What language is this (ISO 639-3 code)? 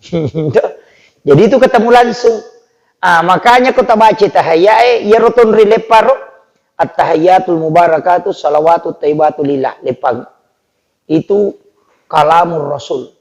bug